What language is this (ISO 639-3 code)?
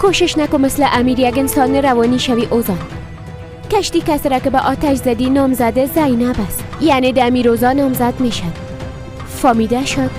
fas